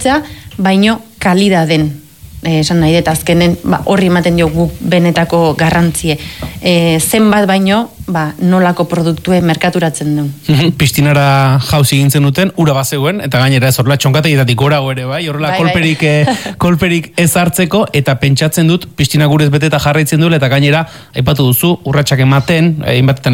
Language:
Basque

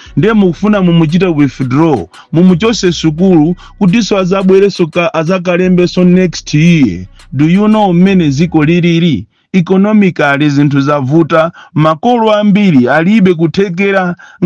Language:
Nyanja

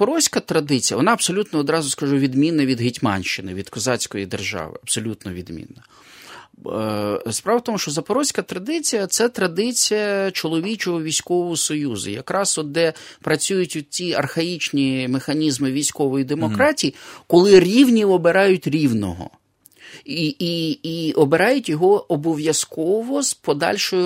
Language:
Ukrainian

